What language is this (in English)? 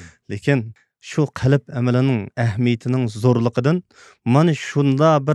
Uyghur